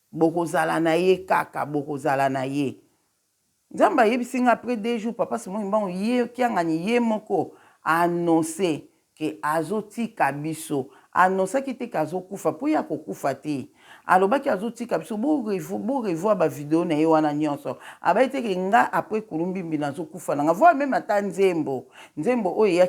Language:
Lingala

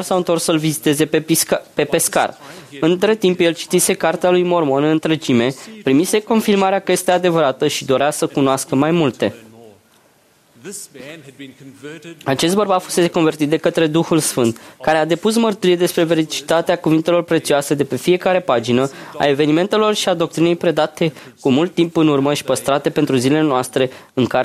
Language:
Romanian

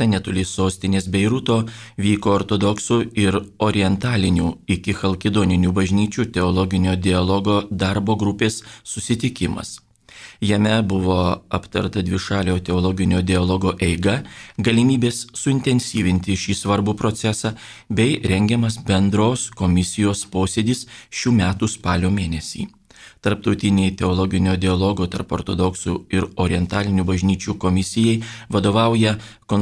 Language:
Lithuanian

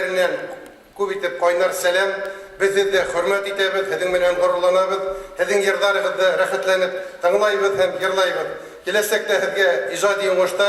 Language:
Bashkir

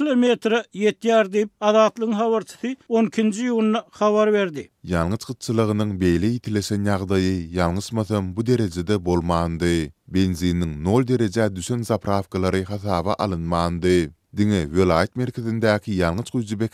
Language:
Turkmen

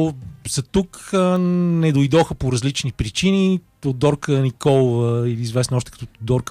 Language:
Bulgarian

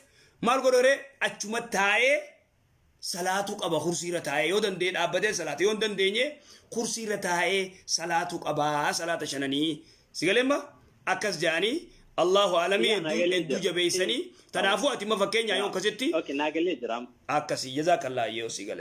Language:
Oromo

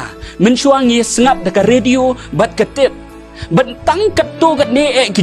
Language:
Khasi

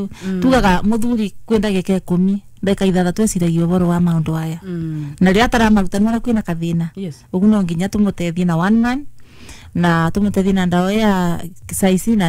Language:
Kikuyu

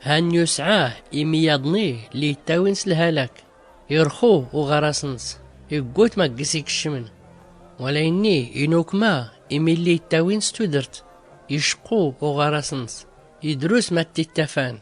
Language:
Tachelhit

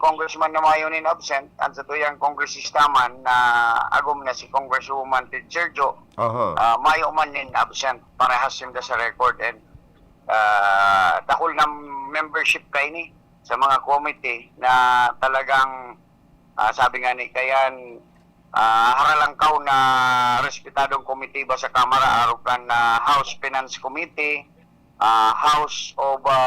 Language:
Bikol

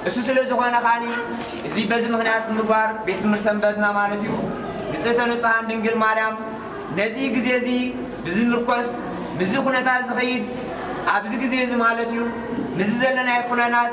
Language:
Tigrinya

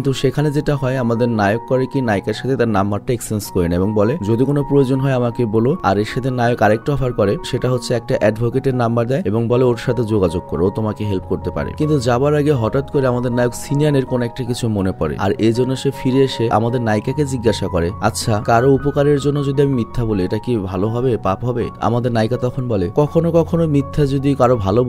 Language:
Bangla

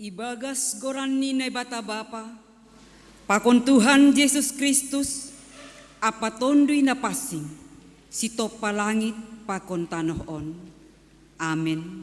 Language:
Batak Simalungun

